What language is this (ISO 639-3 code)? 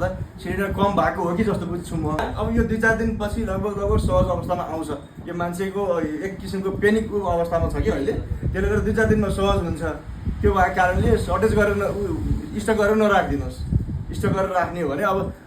nep